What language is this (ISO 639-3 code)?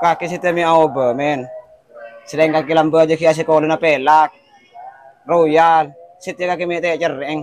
mad